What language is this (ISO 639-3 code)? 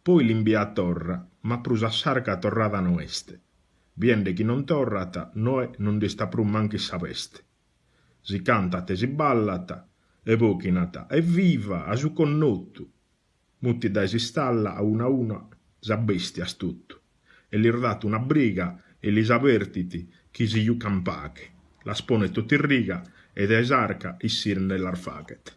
srd